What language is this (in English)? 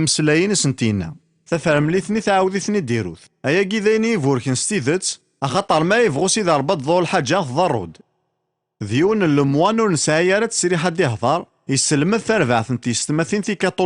Kabyle